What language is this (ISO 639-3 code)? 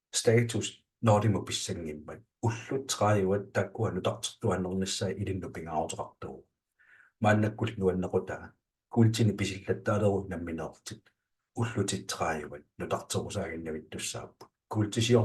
kal